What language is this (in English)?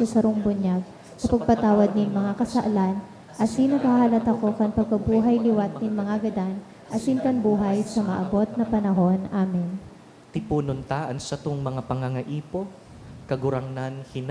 Bikol